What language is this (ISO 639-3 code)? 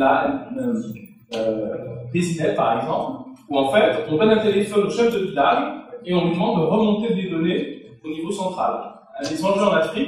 fra